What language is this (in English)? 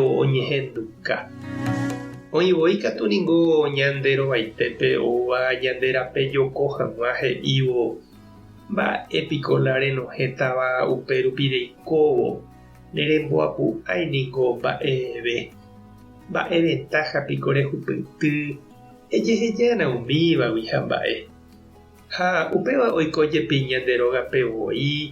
Guarani